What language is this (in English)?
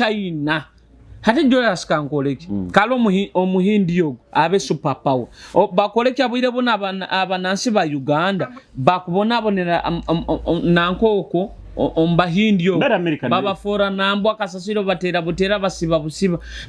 Nyoro